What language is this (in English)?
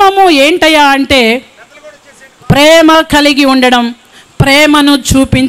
Telugu